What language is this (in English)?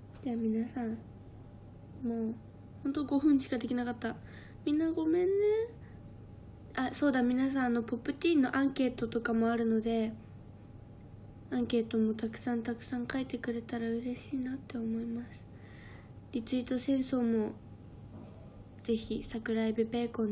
Japanese